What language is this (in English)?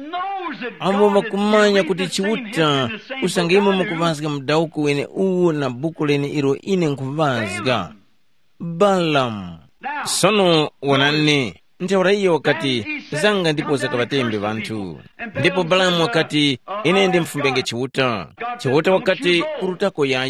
Tumbuka